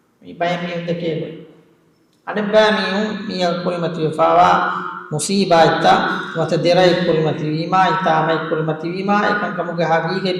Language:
Divehi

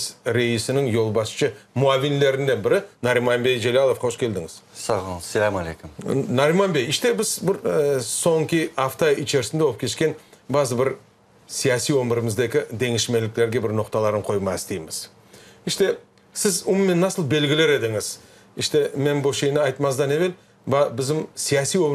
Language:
Crimean Tatar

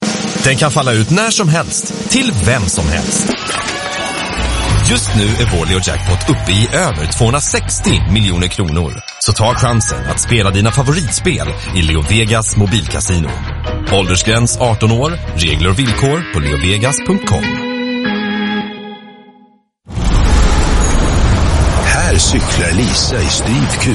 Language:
Swedish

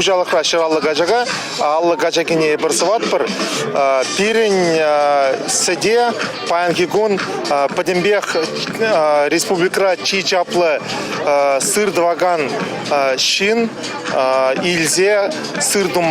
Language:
Chuvash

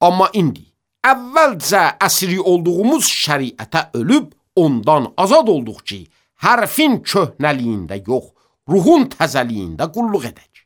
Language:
Azerbaijani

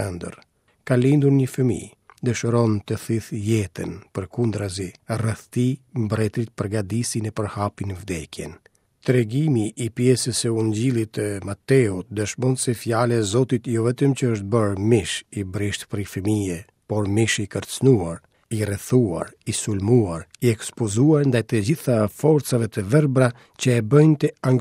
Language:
Albanian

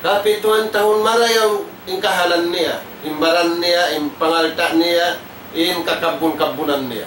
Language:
Tausug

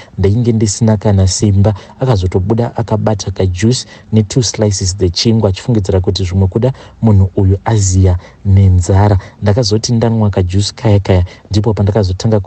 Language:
Shona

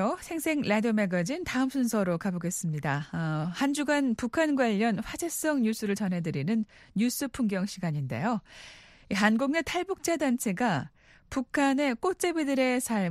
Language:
Korean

